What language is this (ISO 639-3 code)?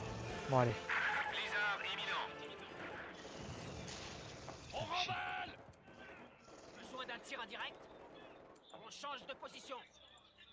fra